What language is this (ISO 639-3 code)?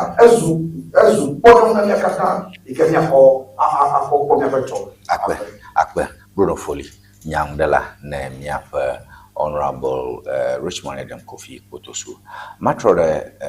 ewe